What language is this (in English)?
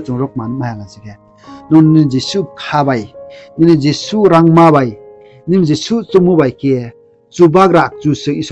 Riang (India)